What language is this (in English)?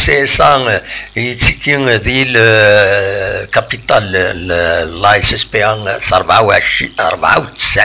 Kabyle